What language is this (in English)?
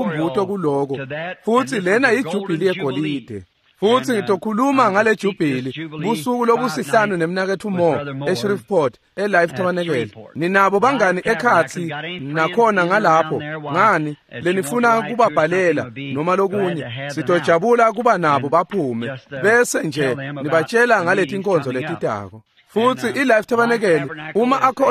Swati